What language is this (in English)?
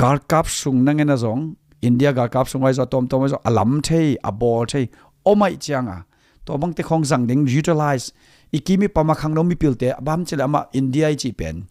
Tedim Chin